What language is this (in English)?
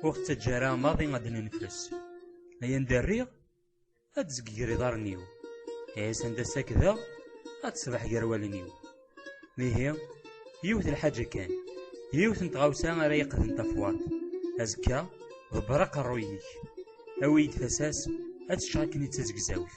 Kabyle